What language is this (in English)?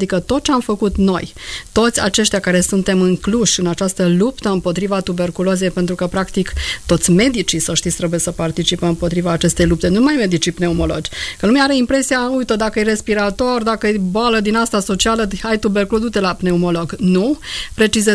Romanian